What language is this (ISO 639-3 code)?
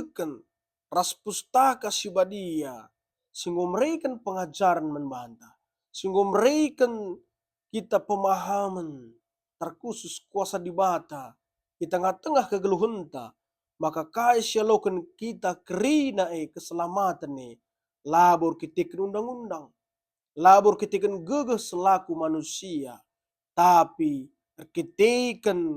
btx